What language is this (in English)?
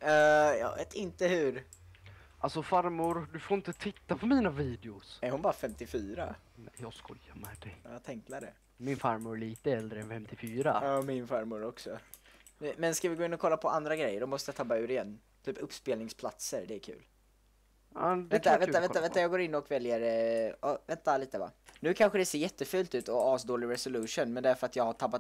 Swedish